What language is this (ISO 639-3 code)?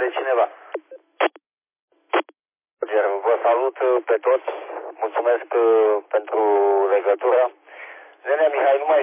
ron